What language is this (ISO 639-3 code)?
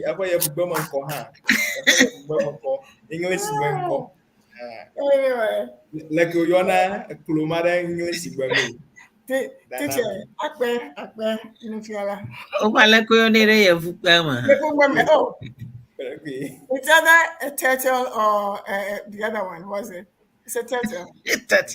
ewe